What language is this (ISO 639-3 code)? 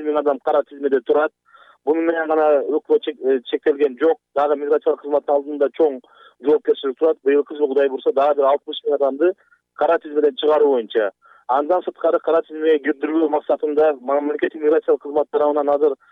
kir